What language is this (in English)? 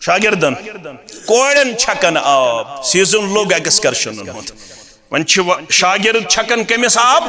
Kashmiri